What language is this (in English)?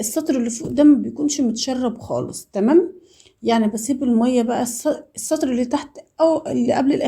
Egyptian Arabic